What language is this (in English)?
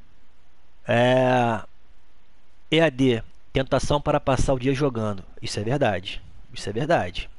Portuguese